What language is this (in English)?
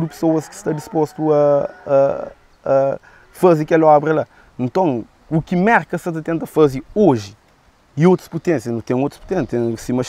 Kabuverdianu